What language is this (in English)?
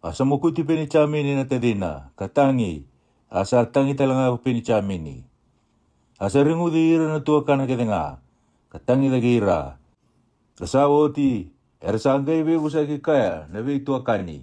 Fijian